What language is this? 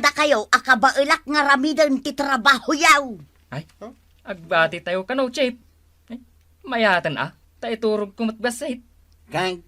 Iloko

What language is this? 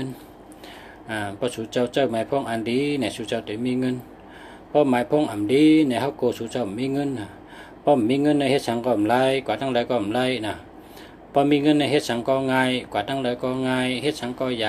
Shan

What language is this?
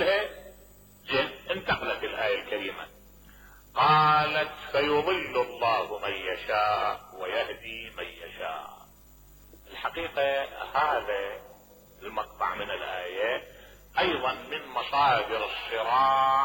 Mesopotamian Arabic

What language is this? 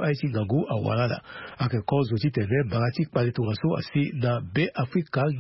Sango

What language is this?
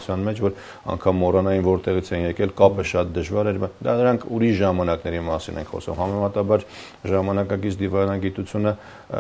Armenian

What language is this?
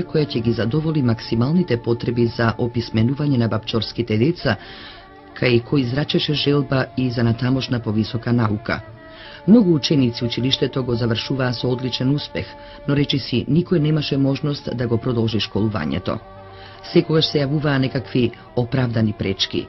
Macedonian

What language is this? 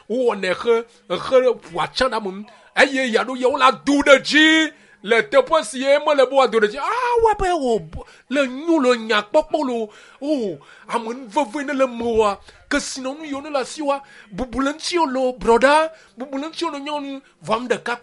Ewe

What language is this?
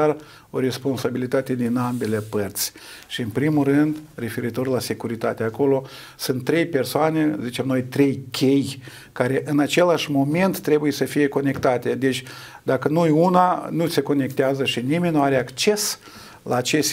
Romanian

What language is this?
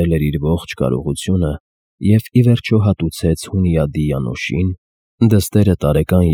Armenian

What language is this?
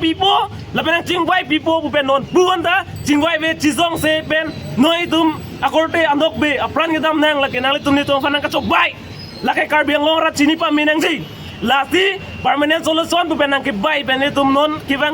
Karbi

